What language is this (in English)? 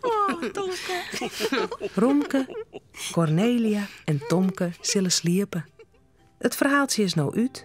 Western Frisian